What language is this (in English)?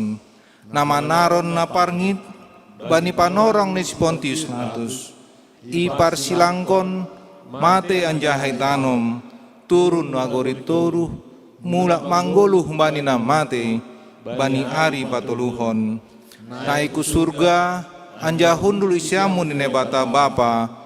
Batak Simalungun